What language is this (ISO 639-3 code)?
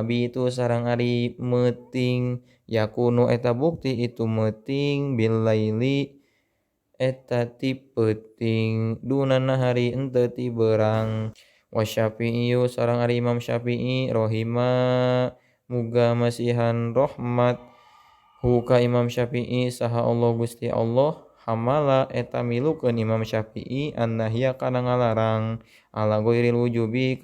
sun